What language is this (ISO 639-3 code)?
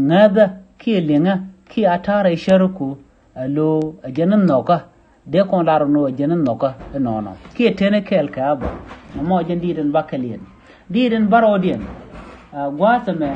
nus